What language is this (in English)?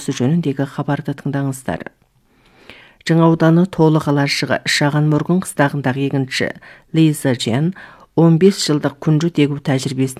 Kazakh